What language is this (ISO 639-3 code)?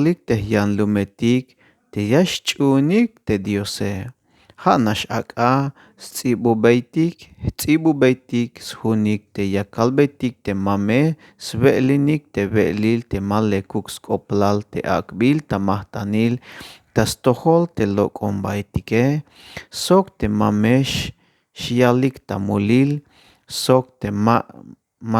tzh